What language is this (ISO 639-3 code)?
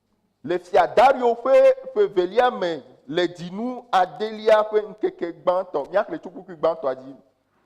ewe